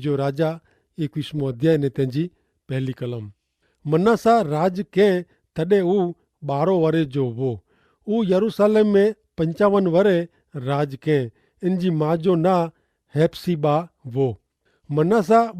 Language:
Kachhi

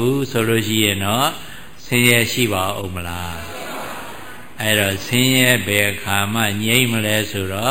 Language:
Burmese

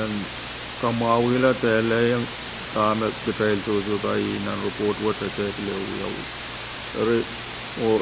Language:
Pohnpeian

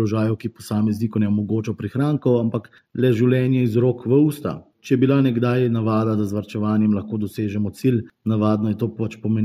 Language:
Slovenian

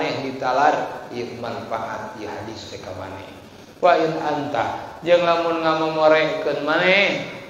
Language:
Sundanese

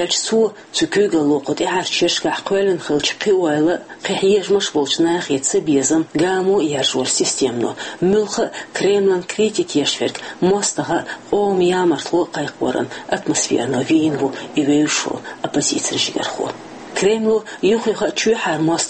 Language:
Chechen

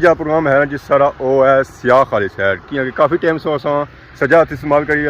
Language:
Pahari-Potwari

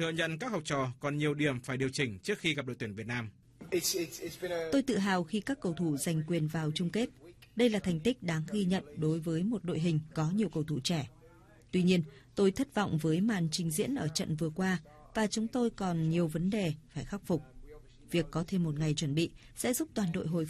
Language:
Vietnamese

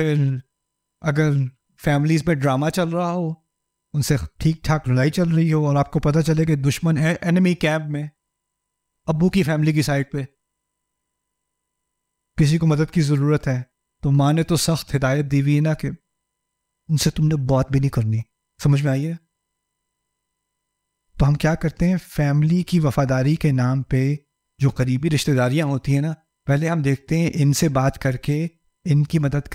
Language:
Urdu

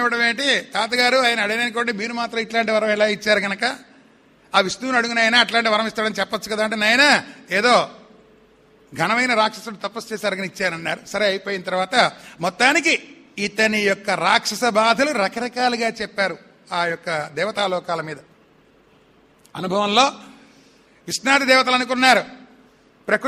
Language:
Telugu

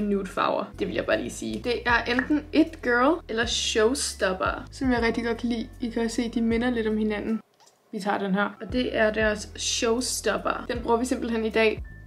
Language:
Danish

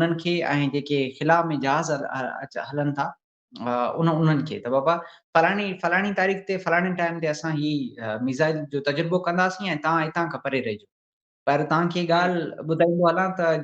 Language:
Sindhi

